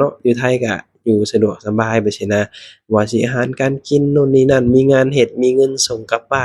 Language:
Lao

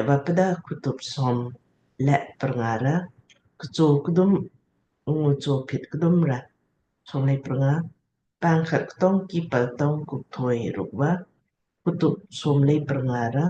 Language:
Lamkang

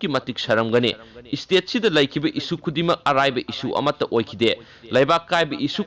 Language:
Manipuri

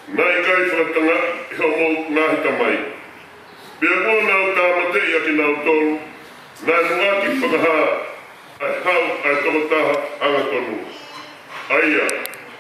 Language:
Tongan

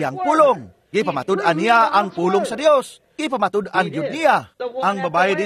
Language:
Cebuano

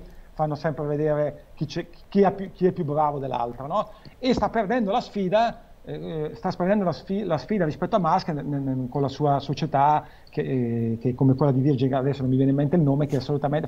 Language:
Italian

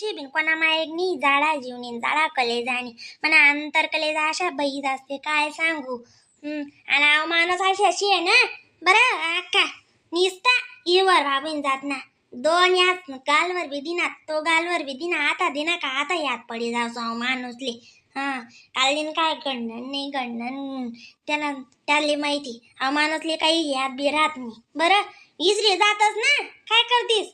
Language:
Khandesi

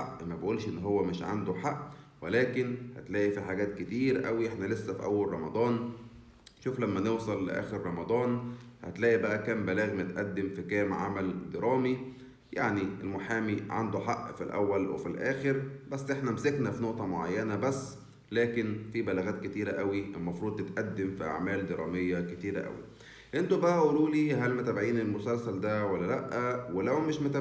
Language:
Egyptian Arabic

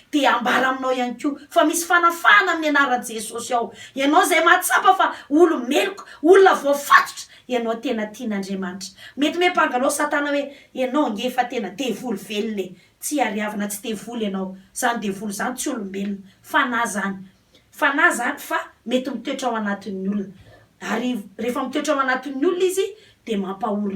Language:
Malagasy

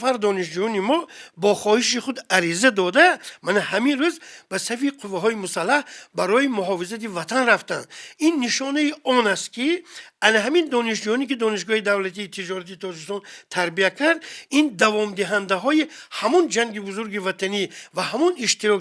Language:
Tajik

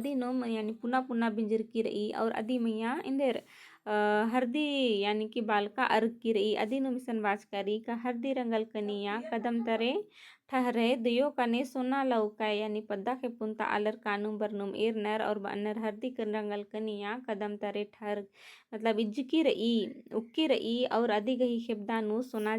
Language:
Kurukh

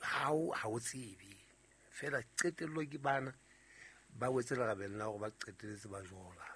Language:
Southern Sotho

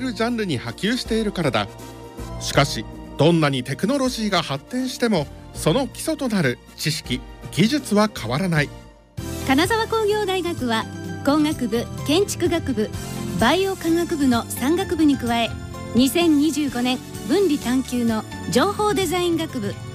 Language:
Japanese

